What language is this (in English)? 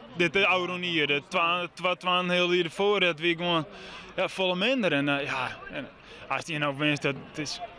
Western Frisian